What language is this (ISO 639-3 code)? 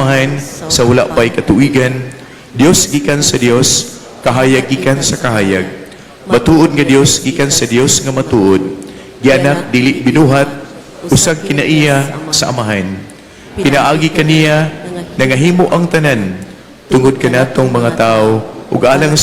ceb